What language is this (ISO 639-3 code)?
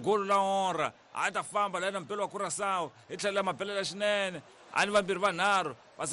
tso